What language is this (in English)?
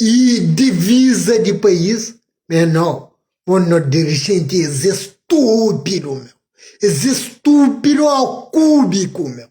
Kabuverdianu